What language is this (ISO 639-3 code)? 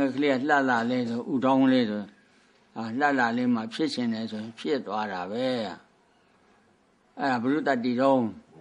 mya